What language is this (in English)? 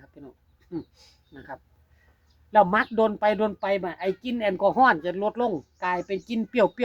Northeastern Thai